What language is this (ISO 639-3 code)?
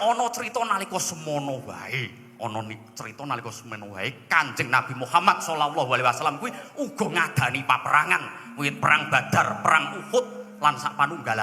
jav